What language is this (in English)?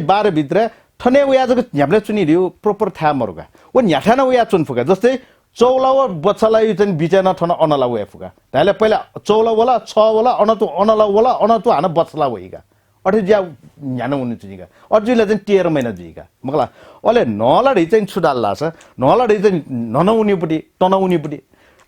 Newari